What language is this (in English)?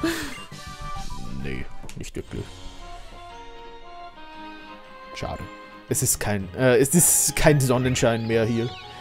German